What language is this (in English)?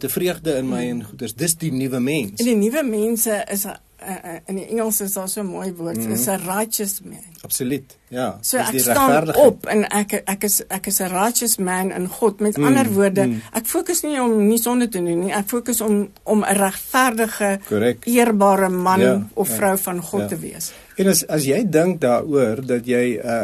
Afrikaans